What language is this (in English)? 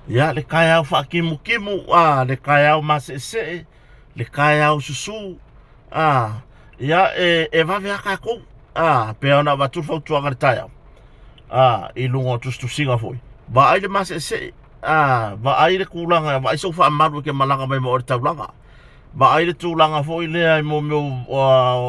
Samoan